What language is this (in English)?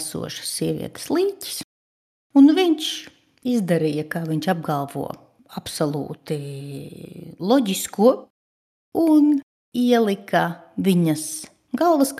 Latvian